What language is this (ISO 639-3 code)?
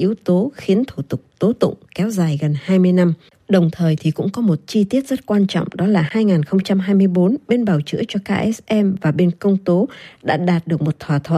vie